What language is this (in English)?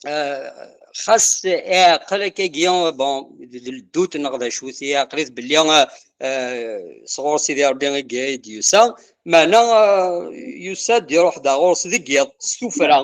Kabyle